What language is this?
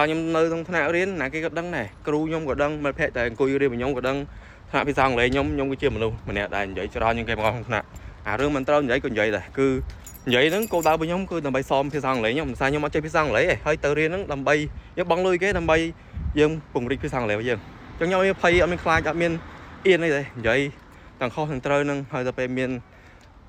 Khmer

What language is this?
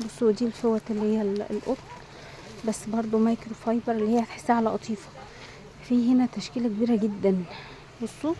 Egyptian Arabic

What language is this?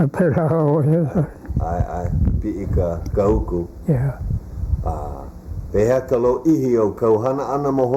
Hawaiian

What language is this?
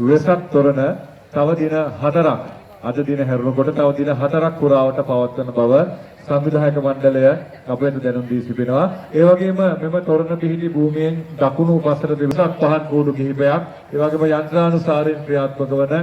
Sinhala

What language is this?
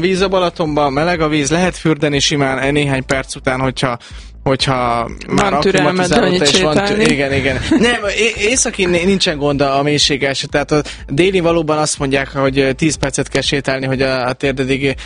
Hungarian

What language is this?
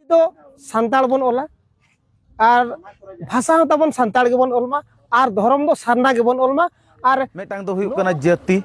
Santali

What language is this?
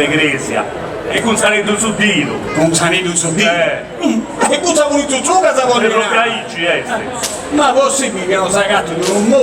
Sardinian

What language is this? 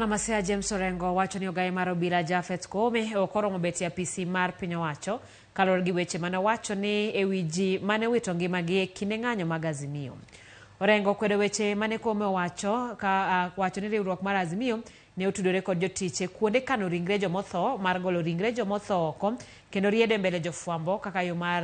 Luo (Kenya and Tanzania)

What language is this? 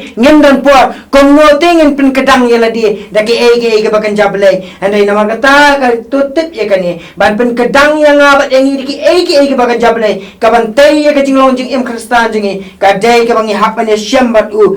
Khasi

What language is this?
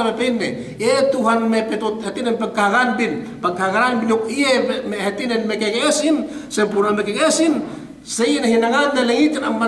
Yakan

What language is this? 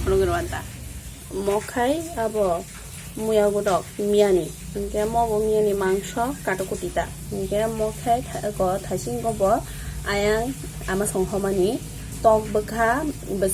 Kok Borok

